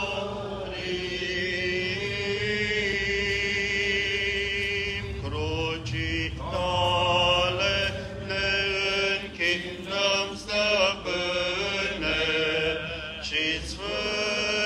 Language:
Romanian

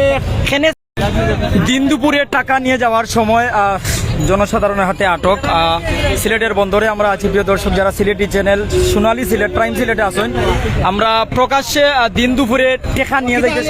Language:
Sylheti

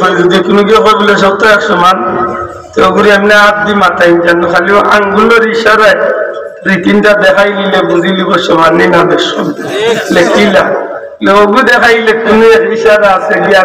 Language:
Sylheti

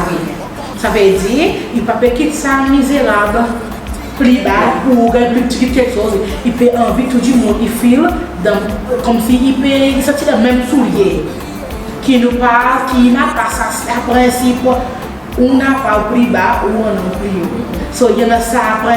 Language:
Seselwa Creole French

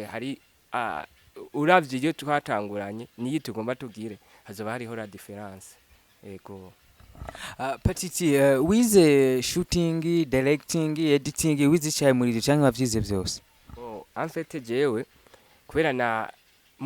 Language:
Rundi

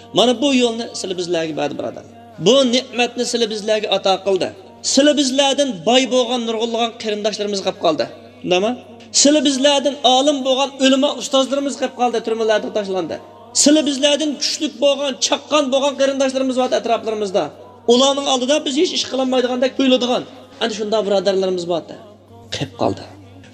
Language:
Uyghur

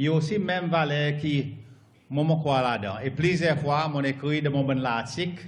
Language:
Seselwa Creole French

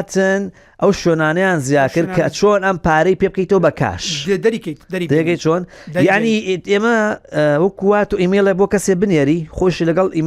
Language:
Central Kurdish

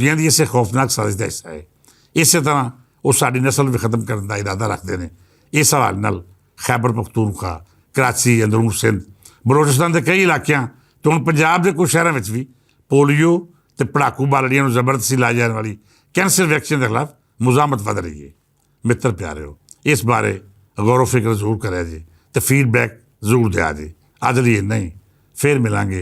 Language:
Western Panjabi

